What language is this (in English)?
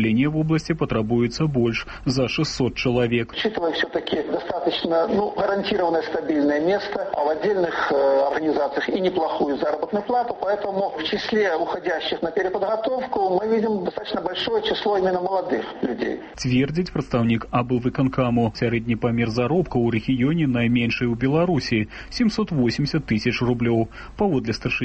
Belarusian